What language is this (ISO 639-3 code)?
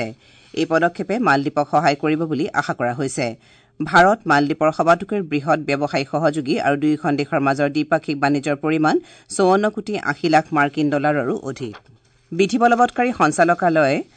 asm